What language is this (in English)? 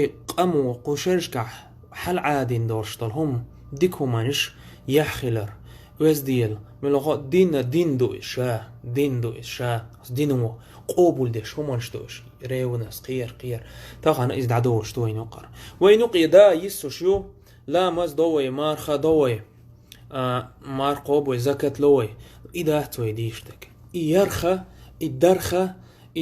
Chechen